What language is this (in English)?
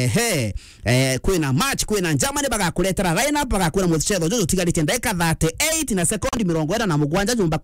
Meru